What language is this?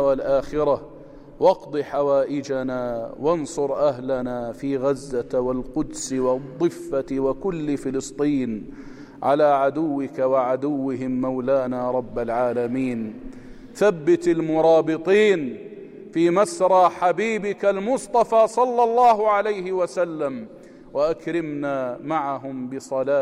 North Levantine Arabic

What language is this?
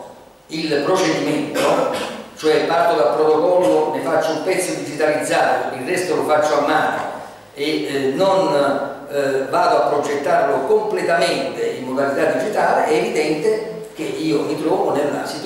Italian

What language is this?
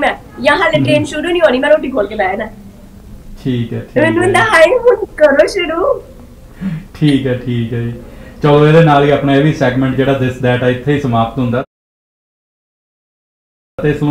Punjabi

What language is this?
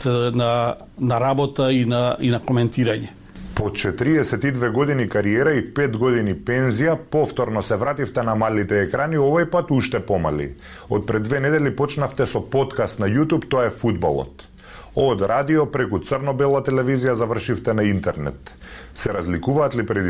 Macedonian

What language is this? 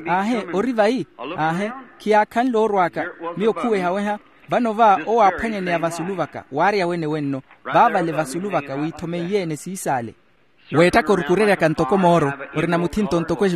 Makhuwa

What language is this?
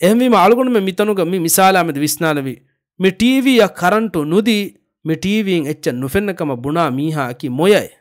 Divehi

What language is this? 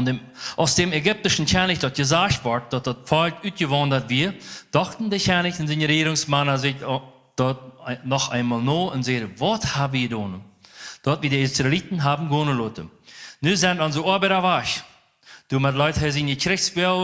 Plautdietsch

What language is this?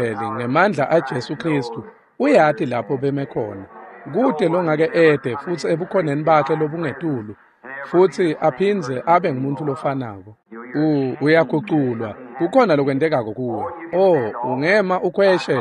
Swati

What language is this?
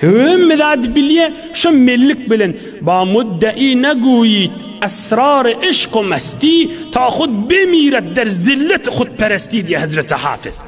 Turkmen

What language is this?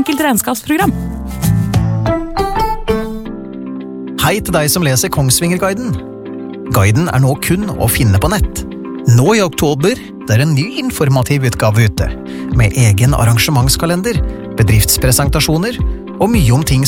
Norwegian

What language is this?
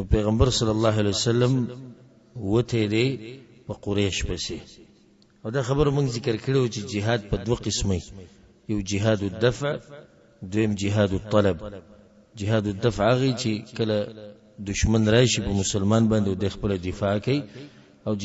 Pashto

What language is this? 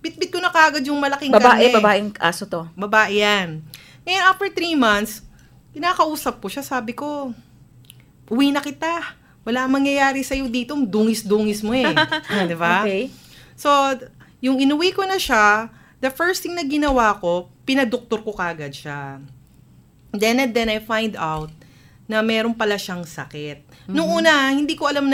Filipino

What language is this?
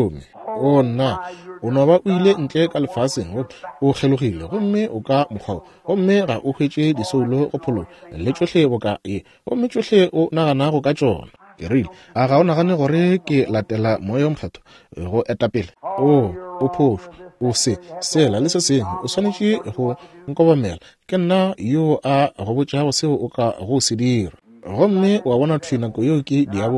Northern Sotho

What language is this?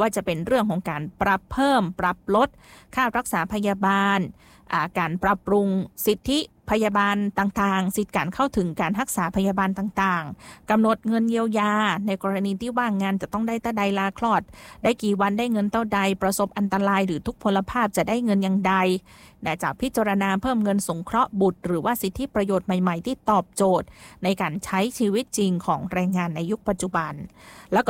Thai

